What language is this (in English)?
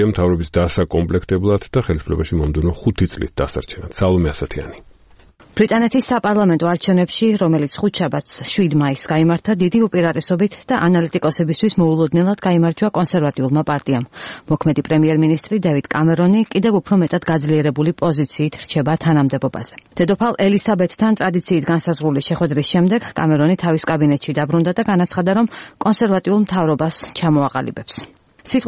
Georgian